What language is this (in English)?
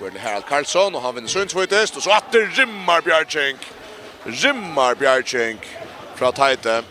Faroese